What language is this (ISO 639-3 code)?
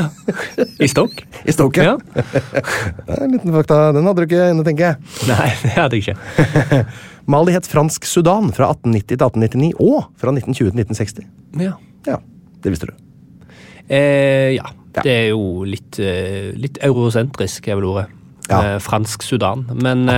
nor